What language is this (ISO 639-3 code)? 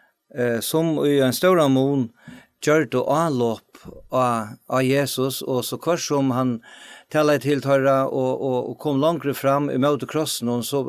fao